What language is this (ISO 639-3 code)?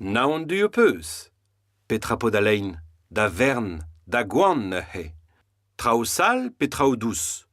bre